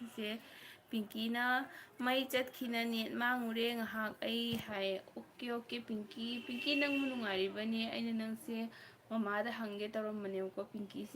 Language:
Manipuri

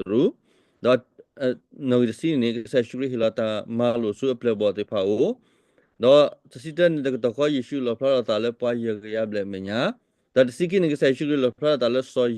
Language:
S'gaw Karen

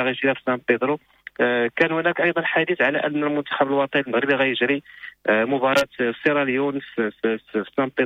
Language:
Moroccan Arabic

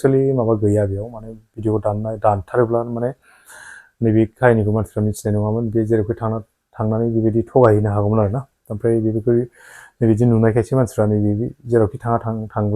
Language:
Bodo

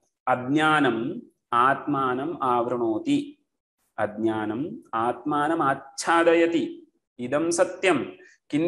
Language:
Sanskrit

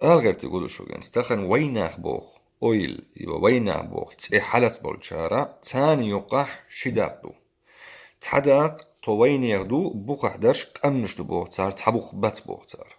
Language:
Chechen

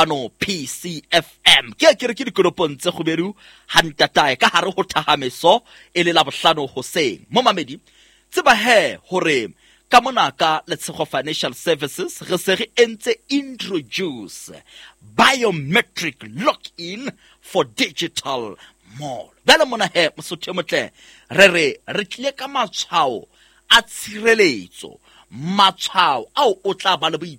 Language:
Southern Sotho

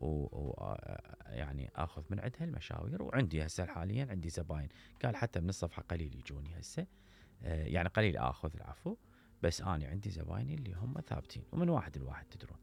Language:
Mesopotamian Arabic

